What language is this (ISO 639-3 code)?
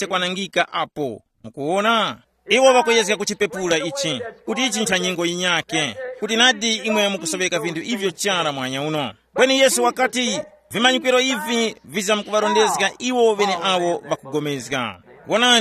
tum